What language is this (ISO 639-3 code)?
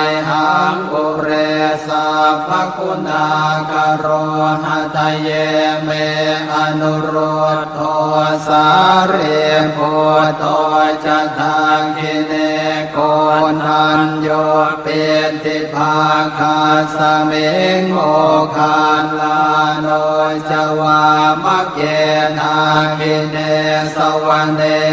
pli